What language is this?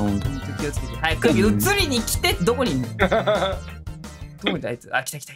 Japanese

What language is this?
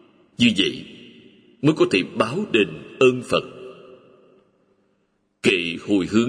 Vietnamese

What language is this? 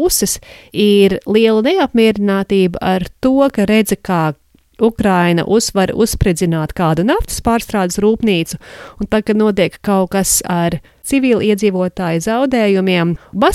Latvian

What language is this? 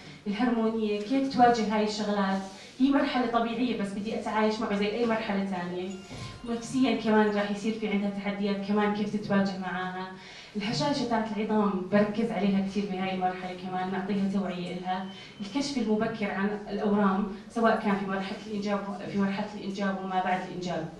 North Levantine Arabic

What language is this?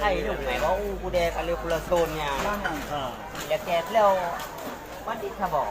Achinese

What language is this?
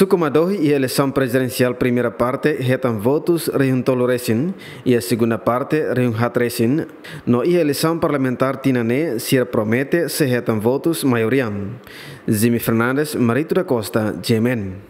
Tetum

